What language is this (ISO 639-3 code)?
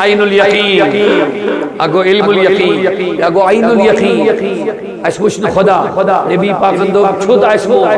kas